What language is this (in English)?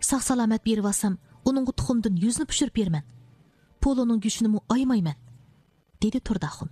Uyghur